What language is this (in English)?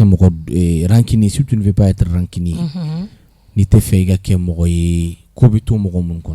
Bambara